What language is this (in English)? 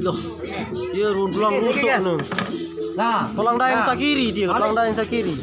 Sasak